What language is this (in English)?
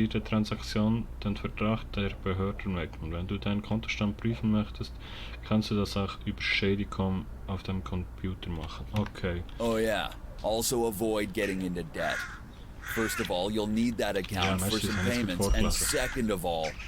Swiss German